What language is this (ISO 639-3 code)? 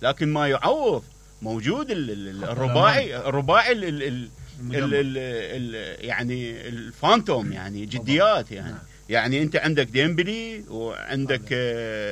acm